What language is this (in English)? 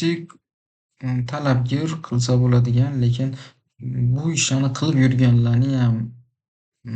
Uzbek